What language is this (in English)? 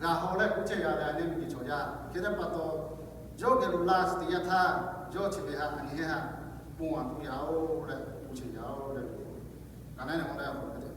Lahu